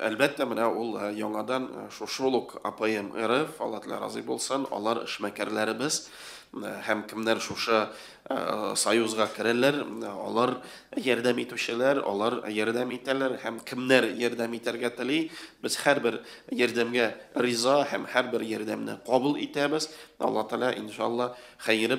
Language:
Tatar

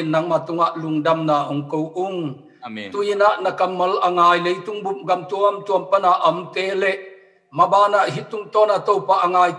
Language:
Tedim Chin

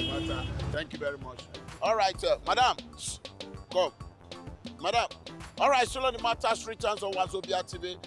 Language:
Nigerian Pidgin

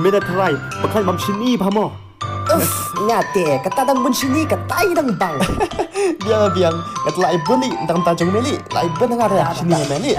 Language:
Khasi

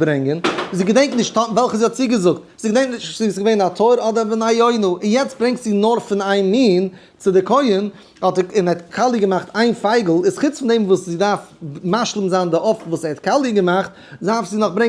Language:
Yiddish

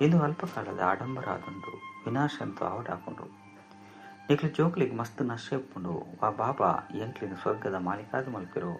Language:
Tulu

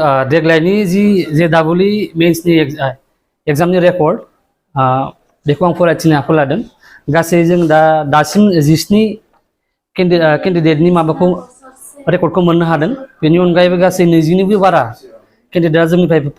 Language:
Bodo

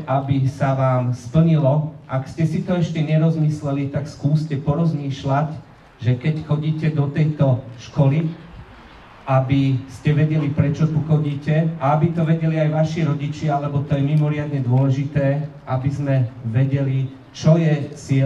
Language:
Slovak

